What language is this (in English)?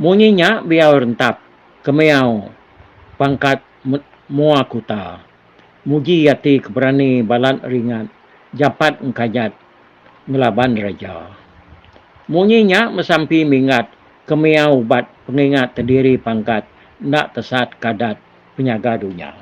Iban